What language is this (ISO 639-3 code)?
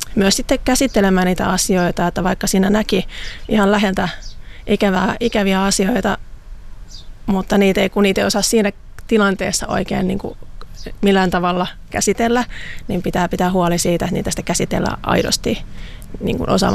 fin